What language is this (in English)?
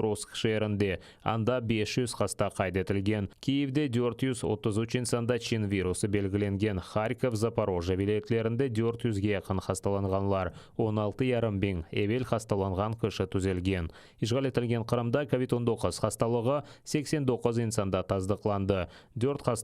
Crimean Tatar